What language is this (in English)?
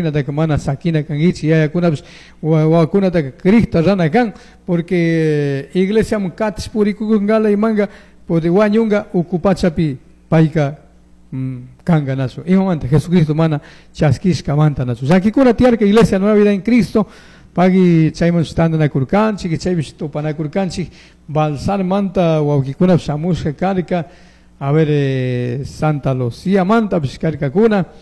Chimborazo Highland Quichua